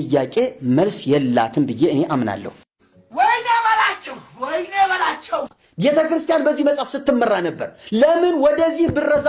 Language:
Amharic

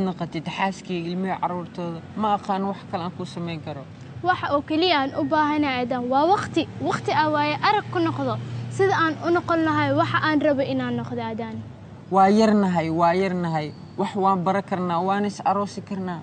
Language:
Somali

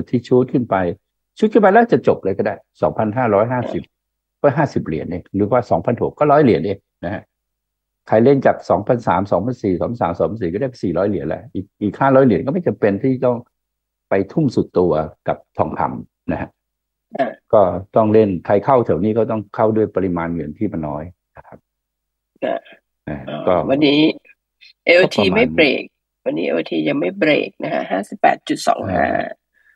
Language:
Thai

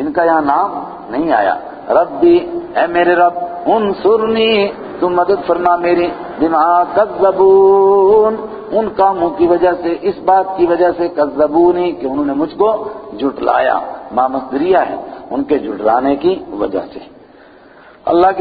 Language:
Urdu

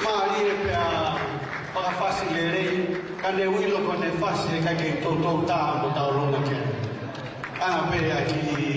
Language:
Tongan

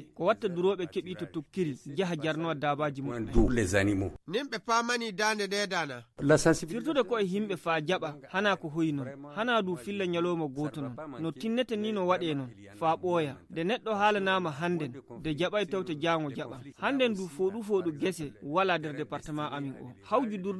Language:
Nigerian Fulfulde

